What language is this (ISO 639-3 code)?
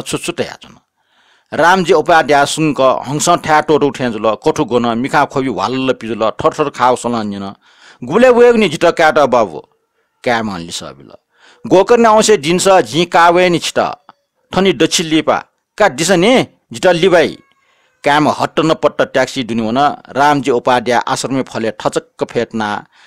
new